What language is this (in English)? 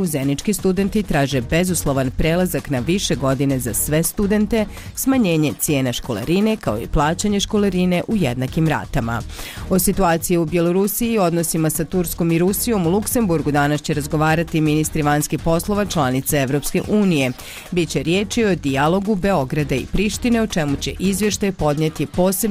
Bosnian